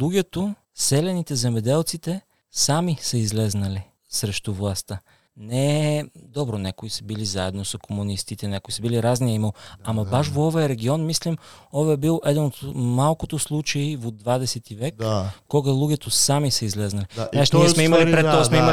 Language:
Macedonian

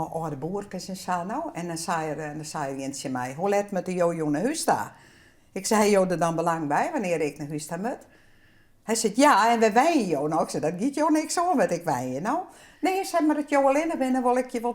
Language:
Western Frisian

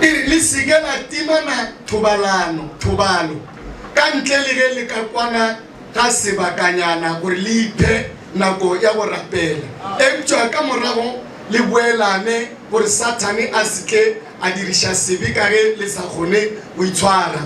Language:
Northern Sotho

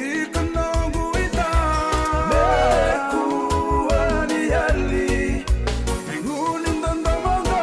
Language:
Fijian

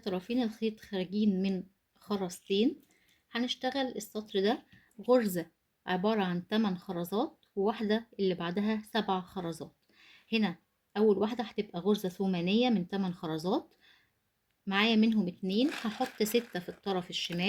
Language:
Egyptian Arabic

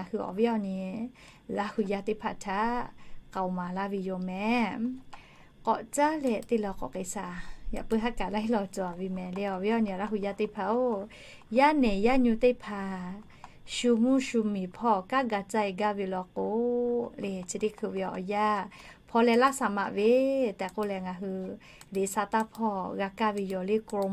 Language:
Lahu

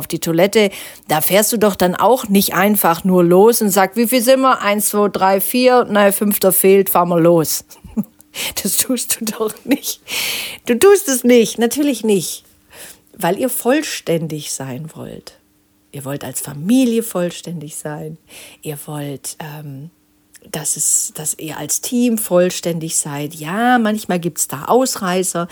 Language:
German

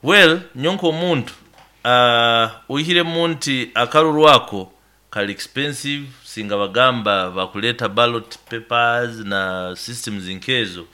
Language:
Nyoro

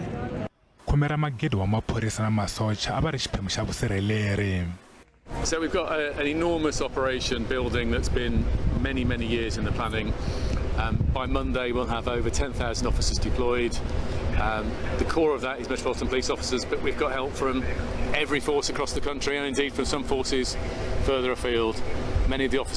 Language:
Tsonga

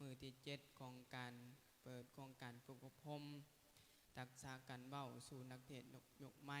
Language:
Lao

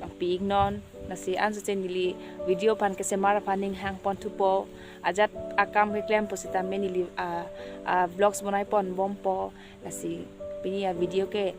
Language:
Karbi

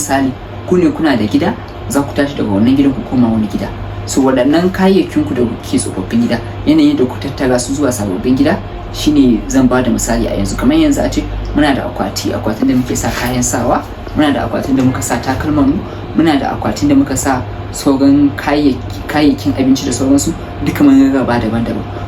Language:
Hausa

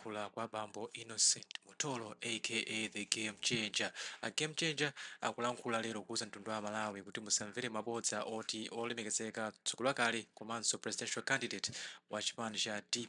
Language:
Nyanja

